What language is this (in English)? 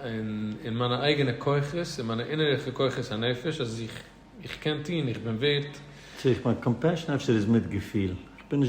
Yiddish